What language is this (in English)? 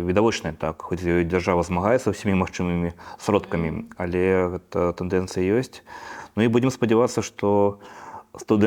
Belarusian